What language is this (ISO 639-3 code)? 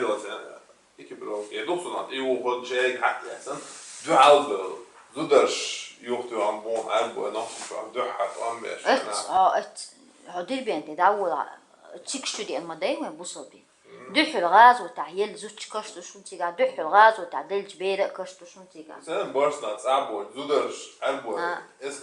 che